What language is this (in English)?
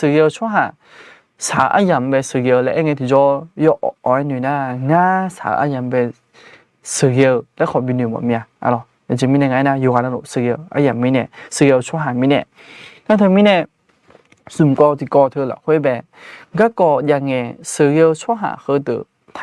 Akha